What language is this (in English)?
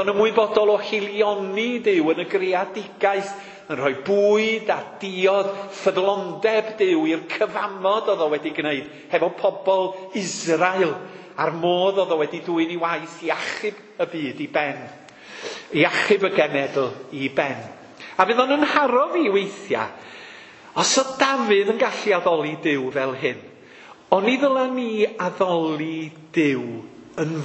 Welsh